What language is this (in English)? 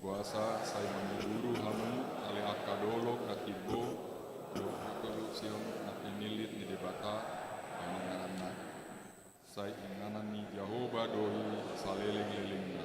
Batak Toba